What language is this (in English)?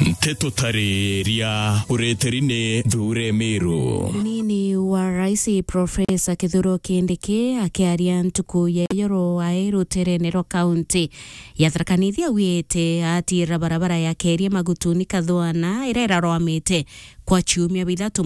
Meru